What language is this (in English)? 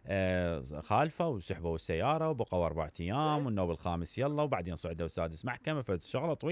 Mesopotamian Arabic